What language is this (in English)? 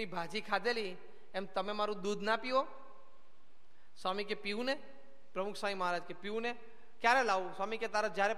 Gujarati